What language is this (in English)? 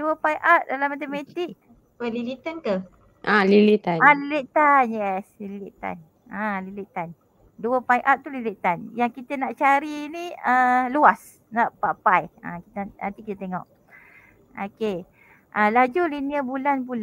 Malay